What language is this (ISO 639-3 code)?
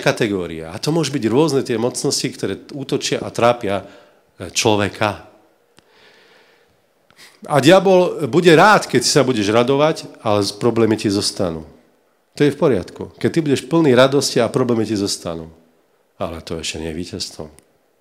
slk